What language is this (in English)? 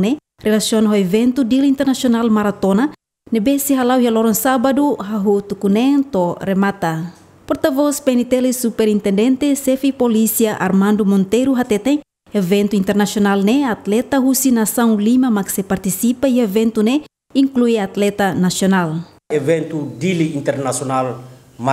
Tetum